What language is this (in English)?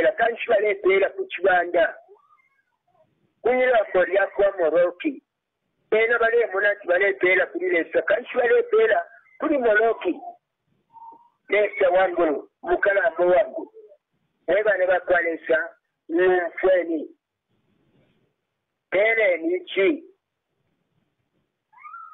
Bemba